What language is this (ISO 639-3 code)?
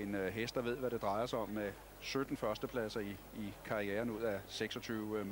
dan